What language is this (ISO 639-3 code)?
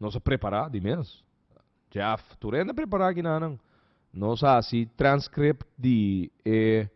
pap